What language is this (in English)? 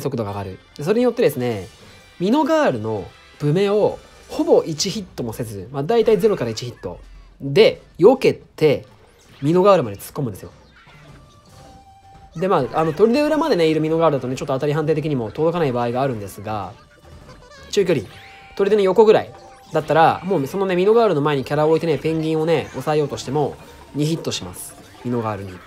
Japanese